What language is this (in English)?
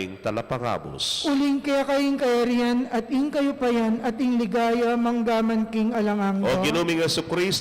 Pampanga